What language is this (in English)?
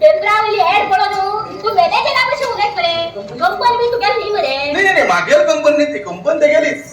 Konkani